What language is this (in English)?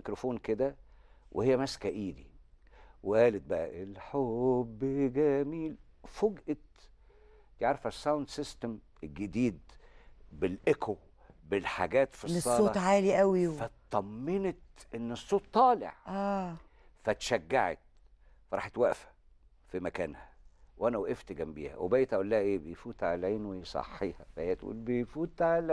Egyptian Arabic